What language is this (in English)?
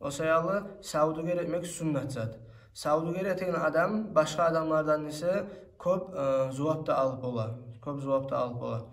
Kumyk